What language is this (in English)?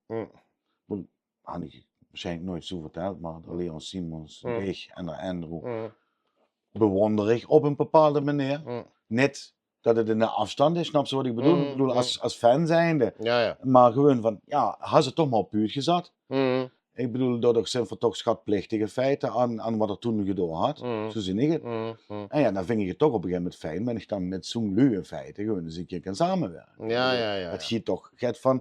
Limburgish